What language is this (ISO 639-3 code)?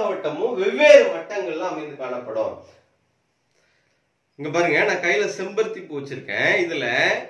tam